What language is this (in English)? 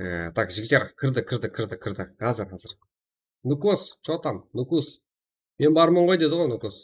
Kara-Kalpak